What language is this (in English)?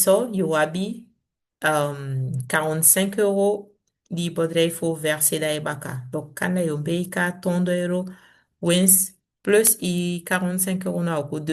Saramaccan